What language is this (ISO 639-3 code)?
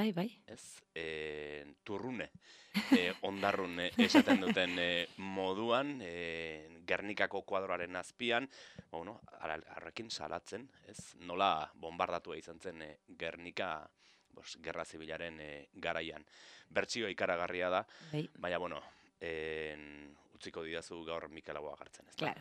eus